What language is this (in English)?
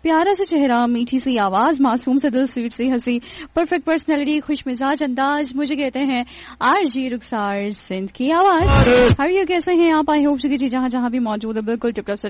Urdu